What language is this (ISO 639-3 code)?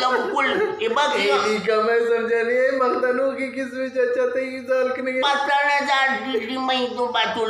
bgp